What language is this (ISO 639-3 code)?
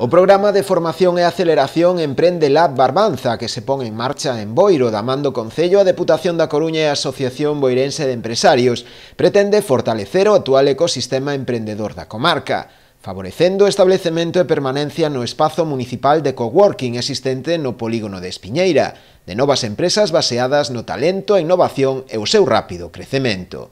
glg